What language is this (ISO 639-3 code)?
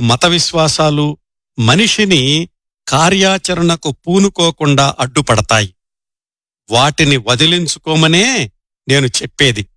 tel